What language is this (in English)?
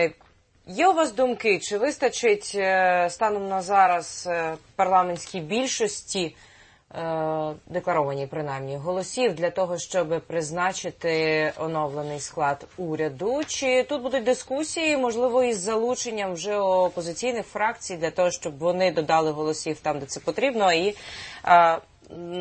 Ukrainian